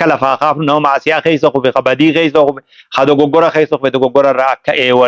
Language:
Oromo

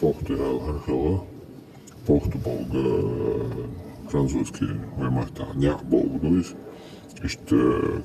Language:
Chechen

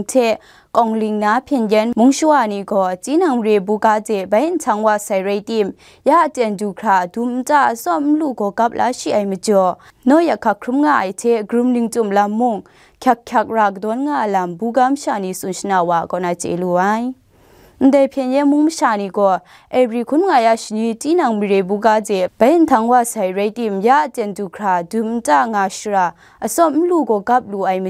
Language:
Kachin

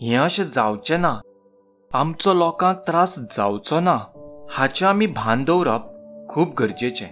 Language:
Konkani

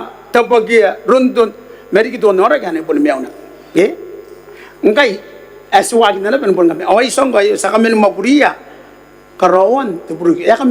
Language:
Gilbertese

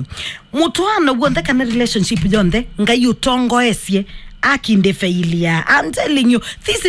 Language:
Kamba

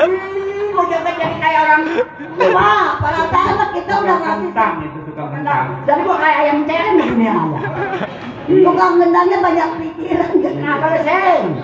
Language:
Betawi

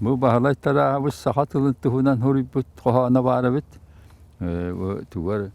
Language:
Yakut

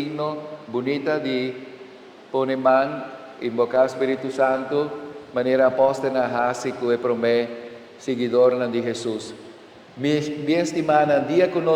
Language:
Papiamento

